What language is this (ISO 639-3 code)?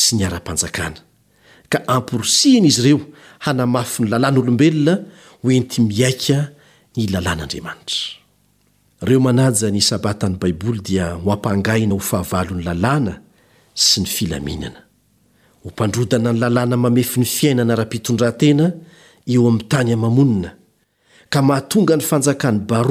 mlg